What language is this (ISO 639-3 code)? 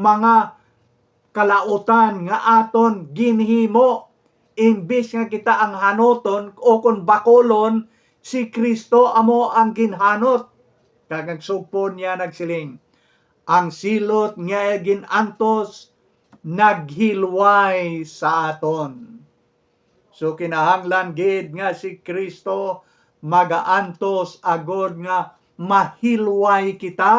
hil